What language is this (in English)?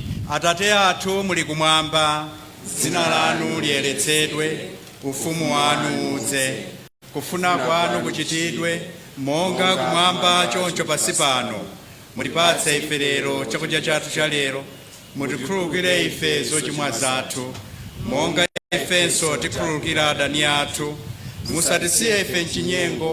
Nyanja